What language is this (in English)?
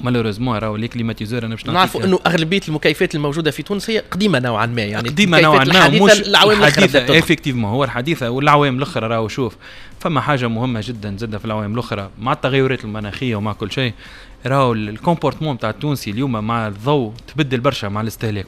Tunisian Arabic